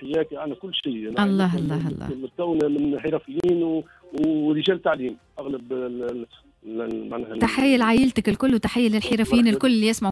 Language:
Tunisian Arabic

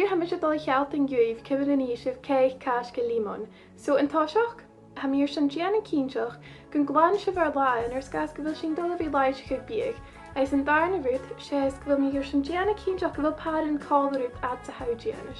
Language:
Scottish Gaelic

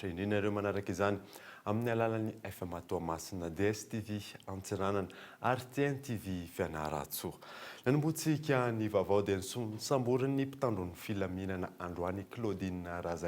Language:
Malagasy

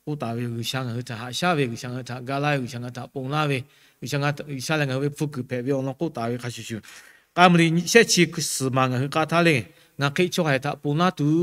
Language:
Lahu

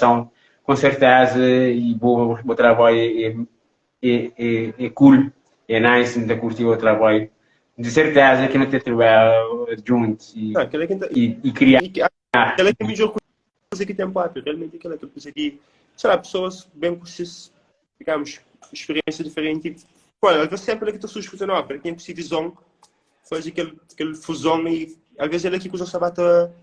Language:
Kabuverdianu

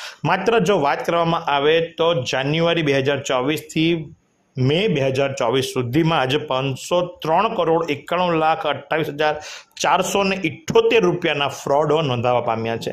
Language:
Gujarati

